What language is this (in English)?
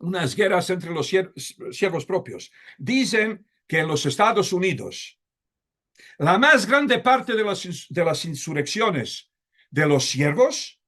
Ladino